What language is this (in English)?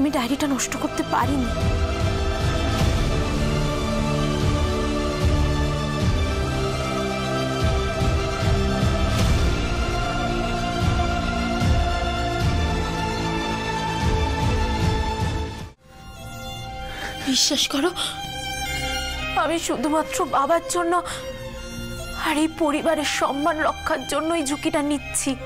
Bangla